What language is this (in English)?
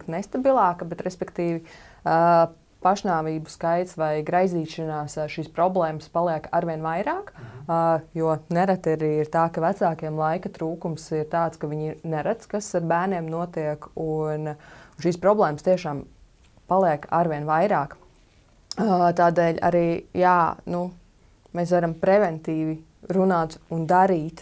Latvian